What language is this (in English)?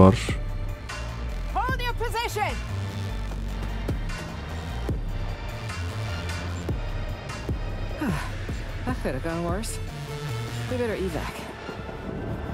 Turkish